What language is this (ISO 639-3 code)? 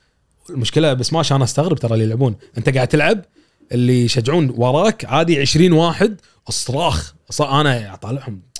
afb